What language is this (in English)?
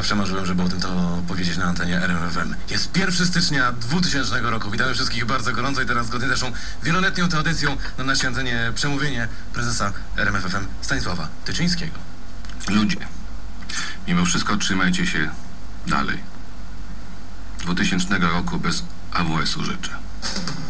Polish